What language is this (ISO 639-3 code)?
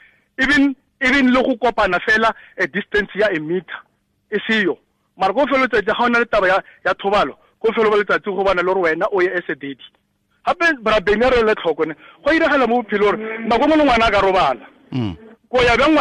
tsn